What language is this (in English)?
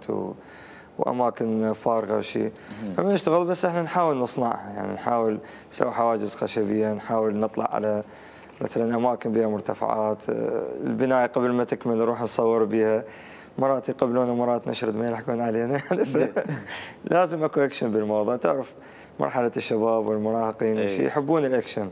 Mesopotamian Arabic